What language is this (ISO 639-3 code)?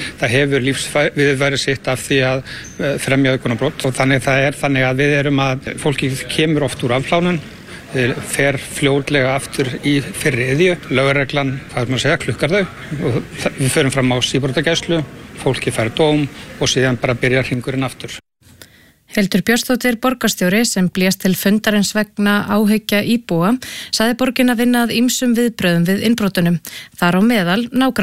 isl